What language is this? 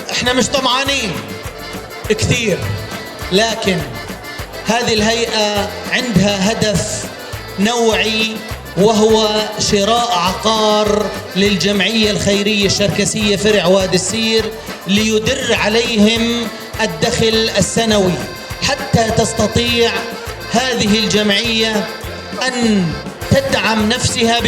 North Levantine Arabic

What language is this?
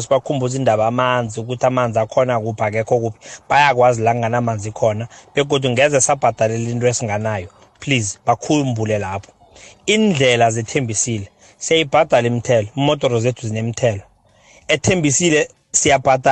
South Ndebele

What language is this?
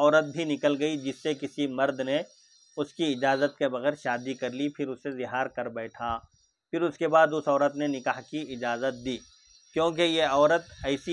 Urdu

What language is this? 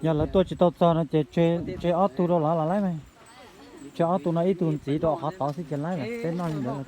Hmong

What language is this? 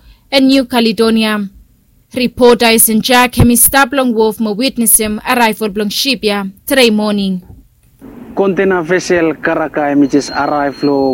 Bislama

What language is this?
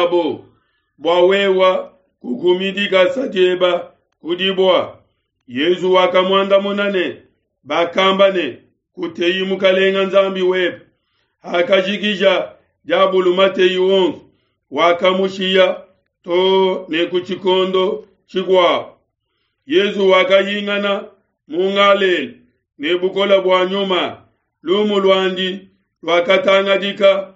Luba-Lulua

